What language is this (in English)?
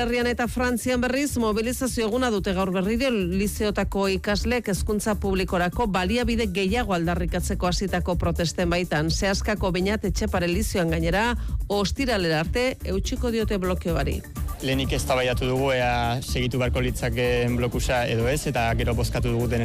Basque